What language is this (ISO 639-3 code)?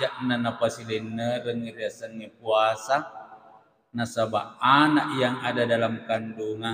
bug